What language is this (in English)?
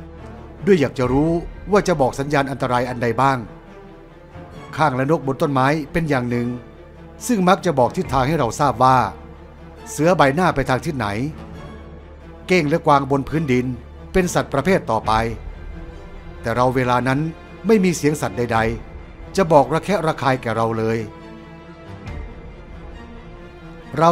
Thai